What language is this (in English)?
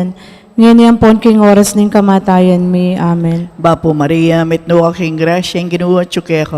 Pampanga